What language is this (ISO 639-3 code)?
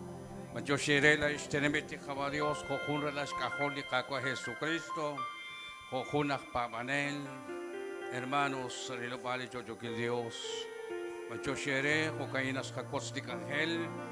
kek